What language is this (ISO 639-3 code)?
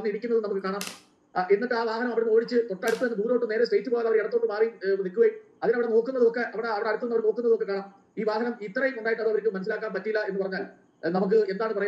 mal